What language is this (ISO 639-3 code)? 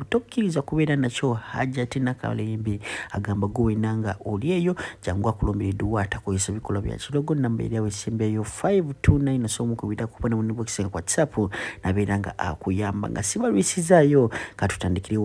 lug